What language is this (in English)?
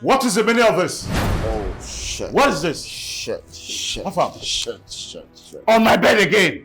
Nigerian Pidgin